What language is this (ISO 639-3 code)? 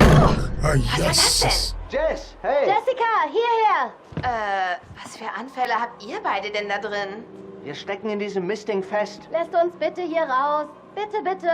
gsw